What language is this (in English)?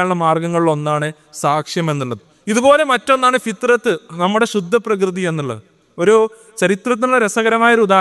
Malayalam